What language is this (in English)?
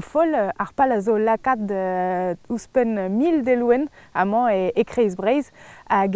Breton